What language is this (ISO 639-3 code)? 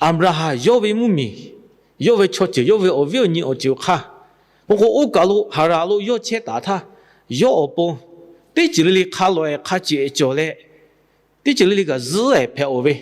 lhu